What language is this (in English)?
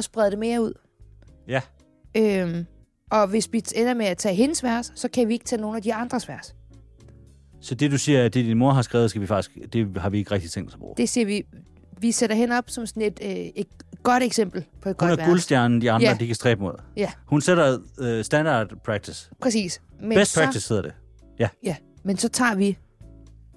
Danish